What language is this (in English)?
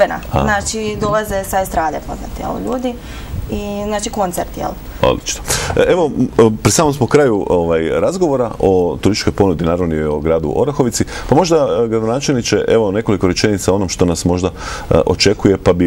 Croatian